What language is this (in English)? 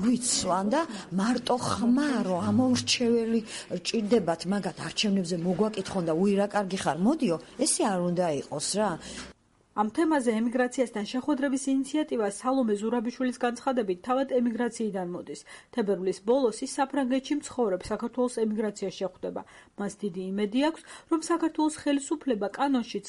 Georgian